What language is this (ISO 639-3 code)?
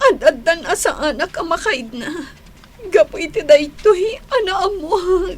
ilo